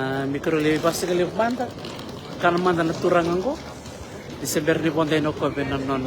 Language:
Fijian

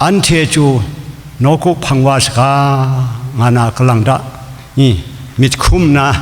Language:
Kachin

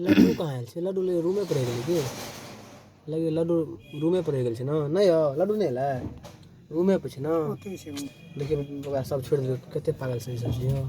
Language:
Maithili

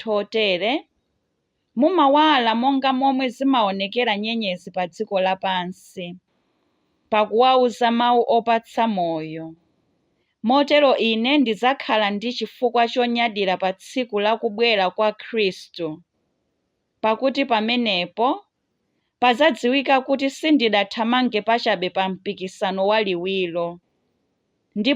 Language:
Nyanja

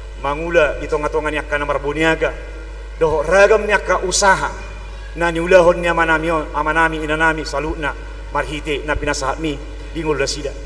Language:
Batak Toba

